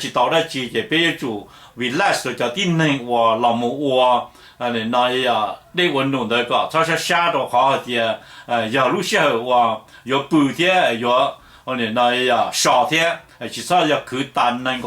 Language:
Hmong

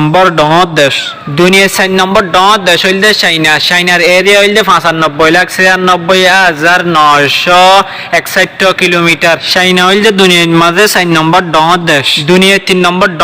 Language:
Rohingya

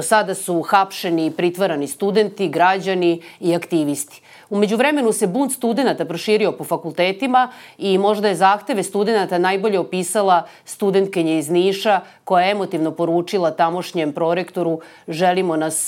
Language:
Serbian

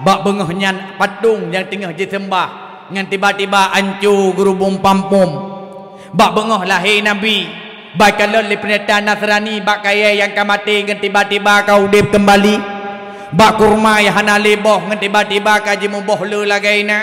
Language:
Achinese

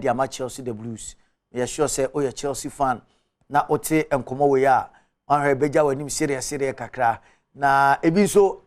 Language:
Akan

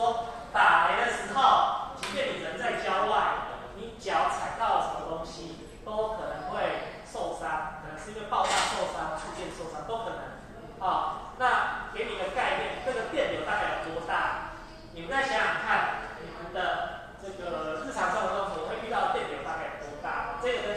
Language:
Chinese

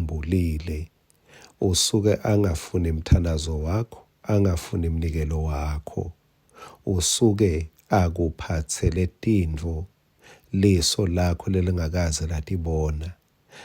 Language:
Swati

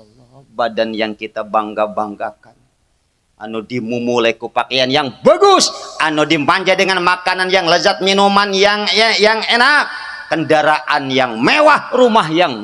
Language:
Sundanese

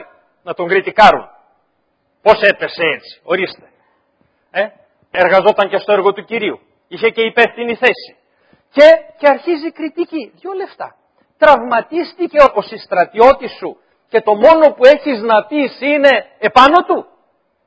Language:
Greek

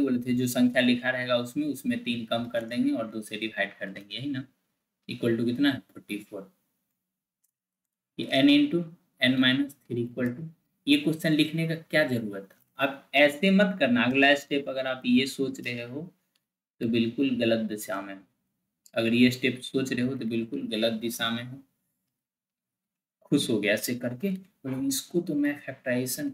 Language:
Hindi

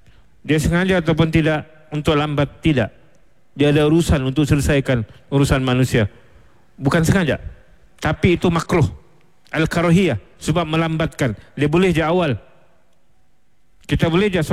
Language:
Malay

